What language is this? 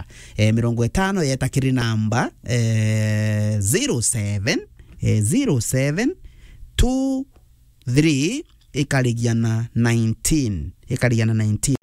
Meru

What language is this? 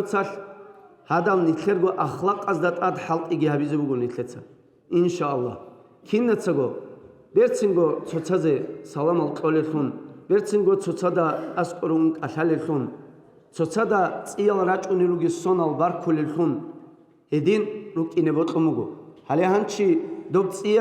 Avaric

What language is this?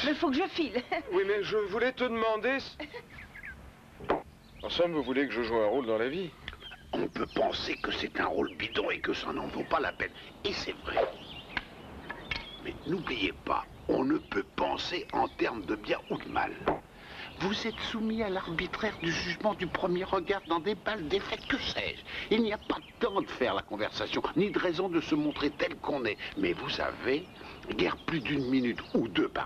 French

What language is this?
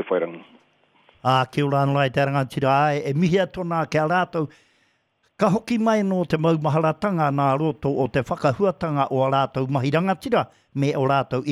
Māori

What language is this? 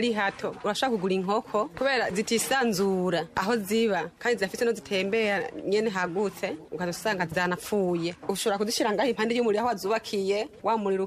Kinyarwanda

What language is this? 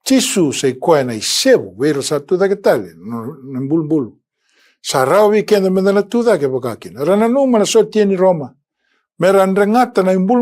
Fijian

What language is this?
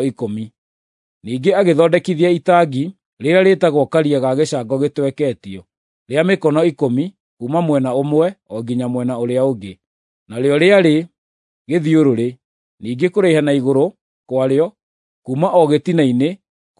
Kikuyu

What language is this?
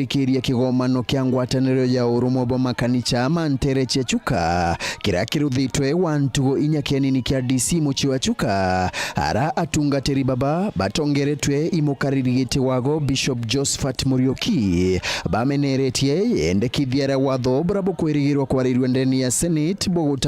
Meru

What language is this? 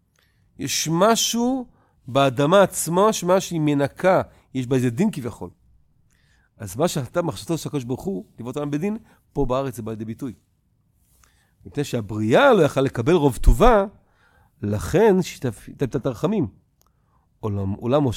Hebrew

